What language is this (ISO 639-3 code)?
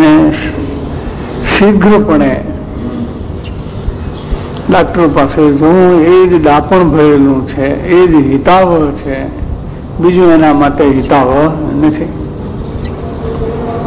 guj